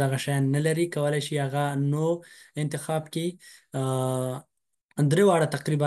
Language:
Pashto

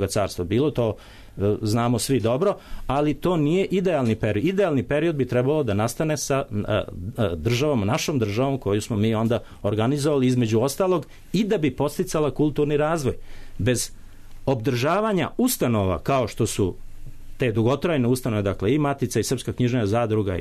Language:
Serbian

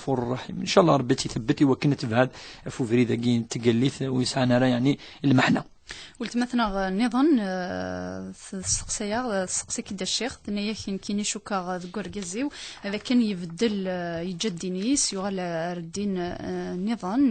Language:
Kabyle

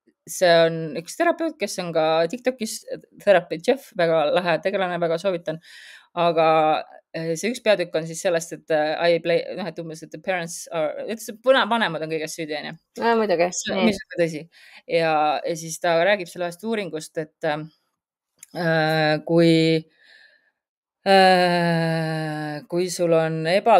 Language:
Estonian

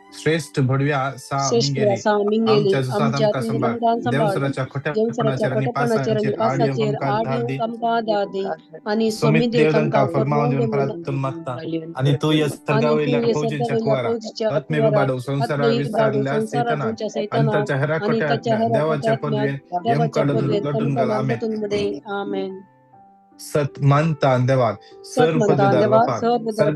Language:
Konkani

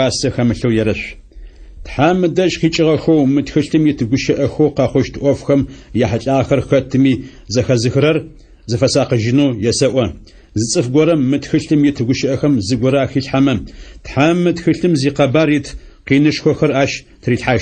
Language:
Adyghe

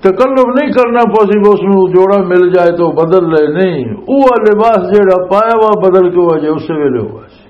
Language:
Western Panjabi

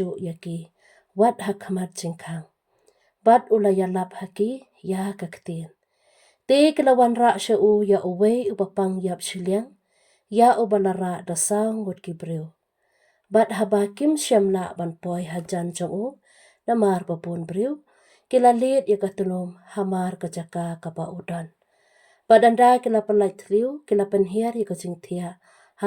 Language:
Khasi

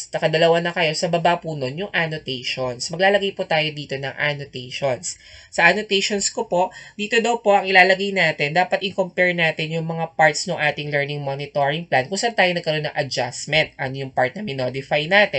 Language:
Filipino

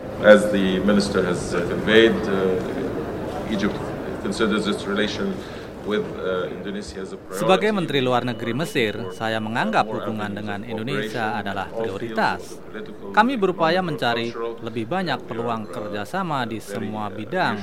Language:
Indonesian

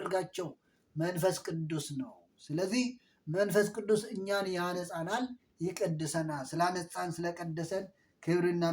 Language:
Amharic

